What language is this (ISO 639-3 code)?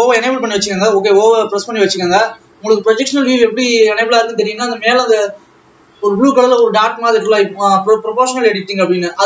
tam